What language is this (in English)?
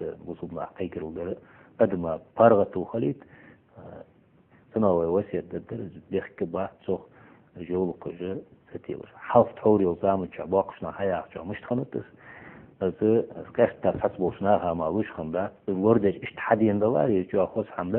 Ingush